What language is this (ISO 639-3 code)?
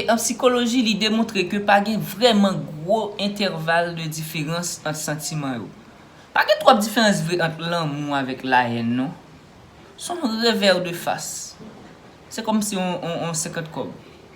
hat